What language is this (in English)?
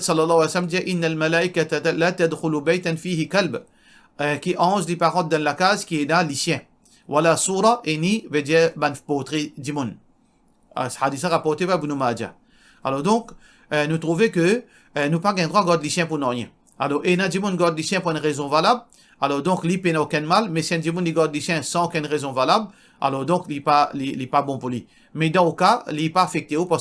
Morisyen